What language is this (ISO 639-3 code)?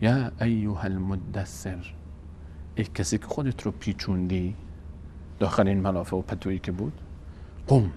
fas